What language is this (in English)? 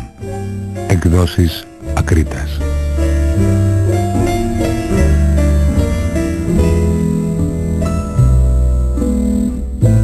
Greek